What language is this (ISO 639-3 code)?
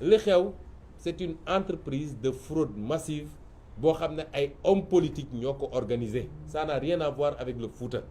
wol